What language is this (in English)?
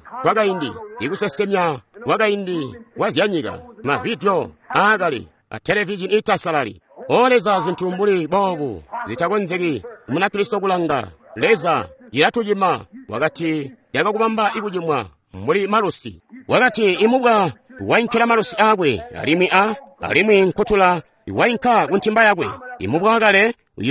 Tonga (Zambia)